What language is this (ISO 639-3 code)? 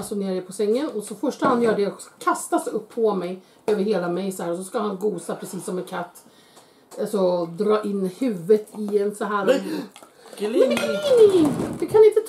swe